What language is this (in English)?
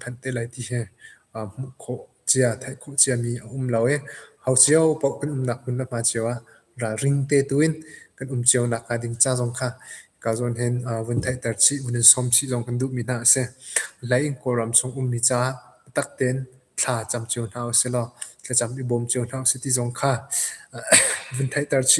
Hakha Chin